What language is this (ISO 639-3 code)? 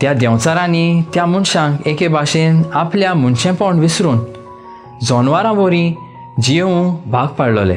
kok